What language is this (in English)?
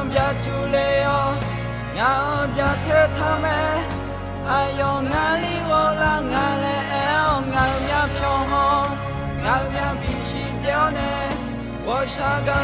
Akha